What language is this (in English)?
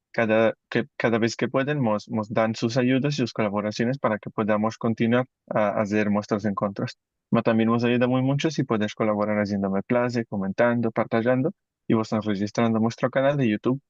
Ladino